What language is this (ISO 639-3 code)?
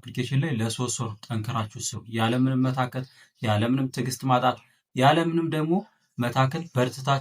amh